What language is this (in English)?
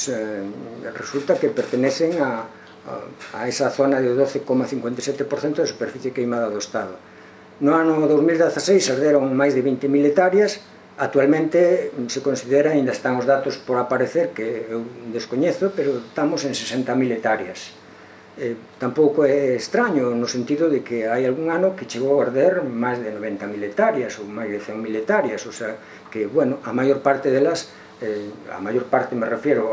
Galician